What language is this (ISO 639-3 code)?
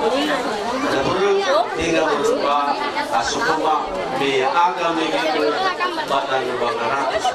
nia